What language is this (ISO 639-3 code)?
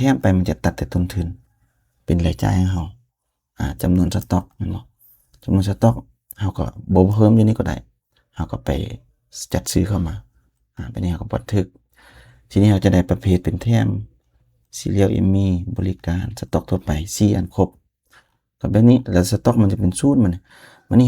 lao